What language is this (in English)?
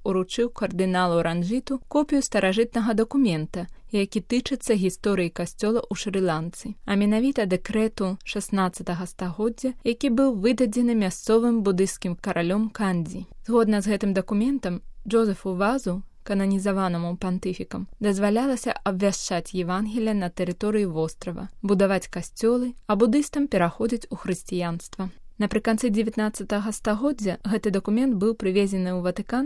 Belarusian